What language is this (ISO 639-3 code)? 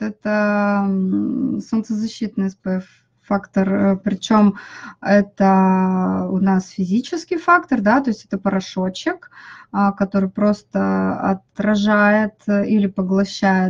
rus